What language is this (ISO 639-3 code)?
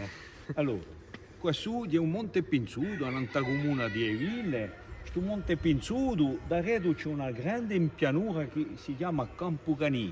cos